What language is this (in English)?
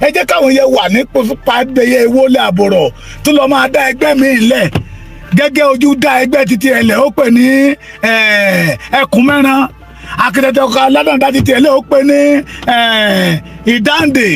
Yoruba